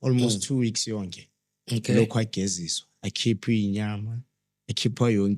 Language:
Zulu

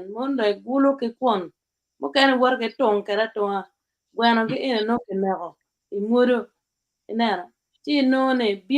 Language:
Acoli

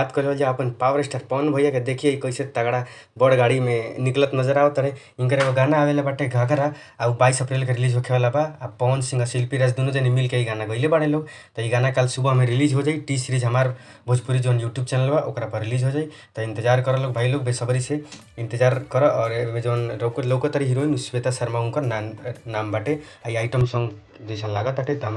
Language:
Bhojpuri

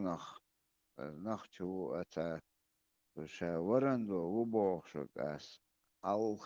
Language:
Chechen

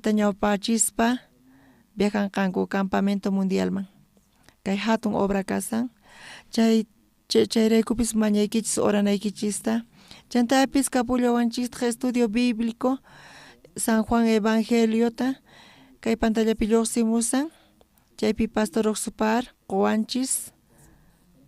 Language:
South Bolivian Quechua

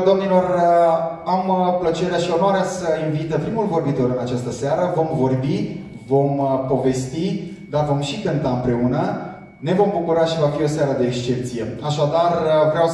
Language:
Romanian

